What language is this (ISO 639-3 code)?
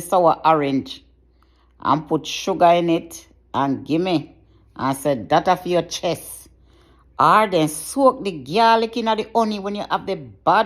jam